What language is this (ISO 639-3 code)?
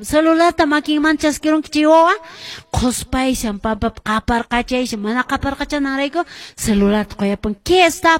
que